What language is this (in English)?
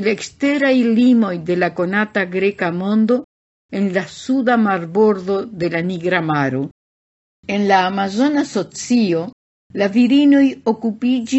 Esperanto